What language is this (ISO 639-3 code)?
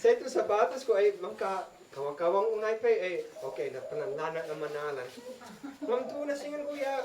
isd